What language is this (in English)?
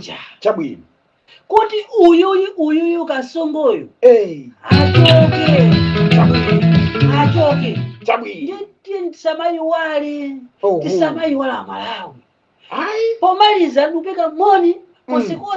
Nyanja